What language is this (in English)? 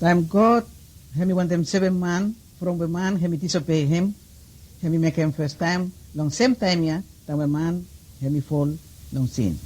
Bislama